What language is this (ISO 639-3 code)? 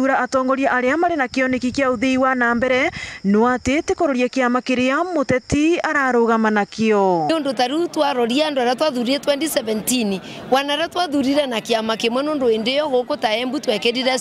mer